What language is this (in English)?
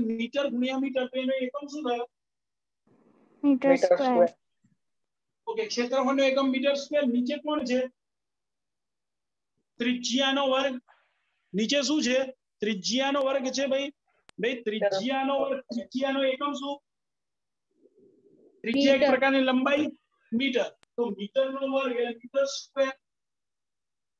Gujarati